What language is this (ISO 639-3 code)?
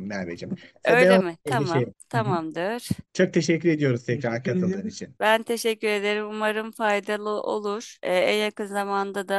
tur